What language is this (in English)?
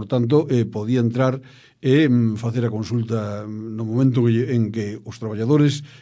Galician